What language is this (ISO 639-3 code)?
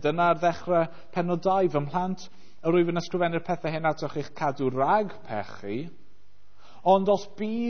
cym